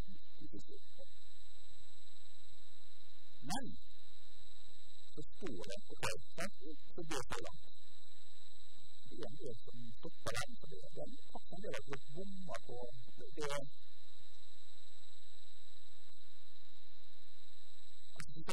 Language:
Norwegian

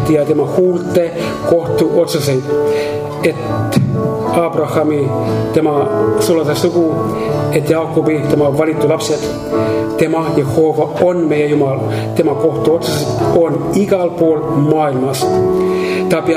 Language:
Estonian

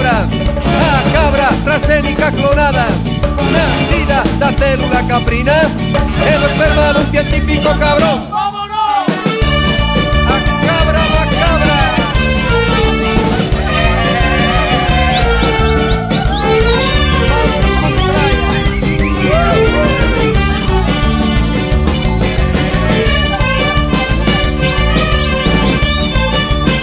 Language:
Galician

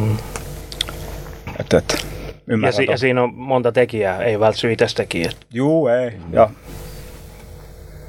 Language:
Finnish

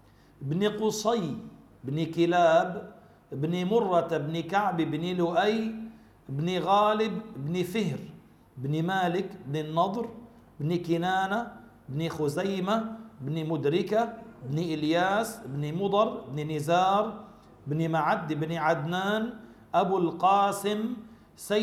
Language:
Arabic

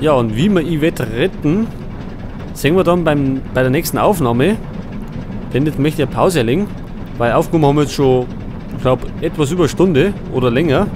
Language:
Bavarian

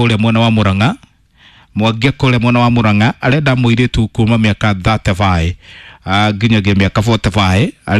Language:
Kikuyu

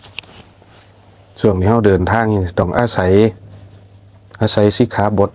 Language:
Lao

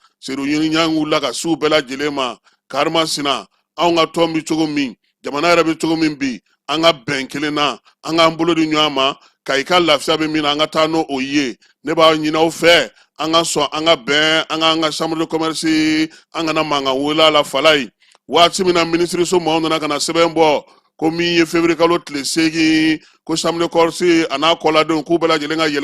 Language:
Bambara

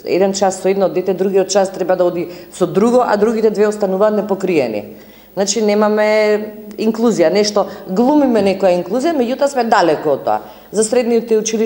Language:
Macedonian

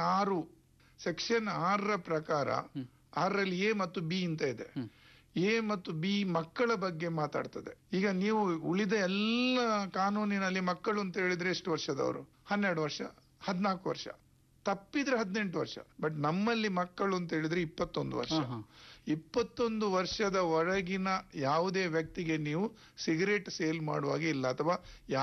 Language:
Kannada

